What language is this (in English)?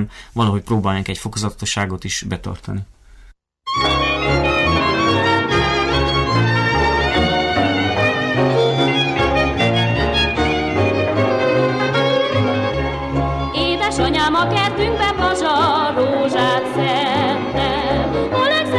Hungarian